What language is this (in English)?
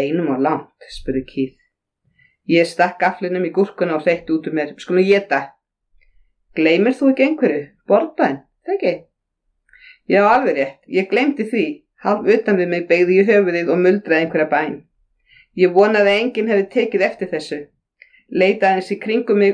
Icelandic